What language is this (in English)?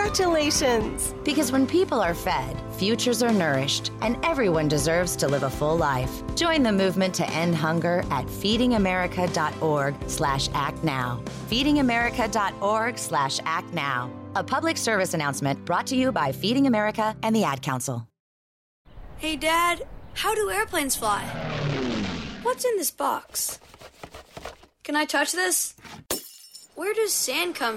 English